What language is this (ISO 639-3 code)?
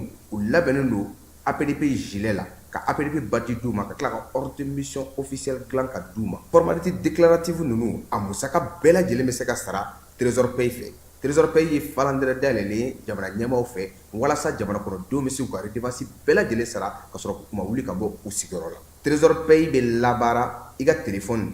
bam